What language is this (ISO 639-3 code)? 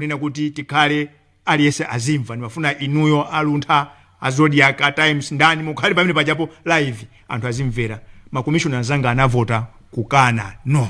nya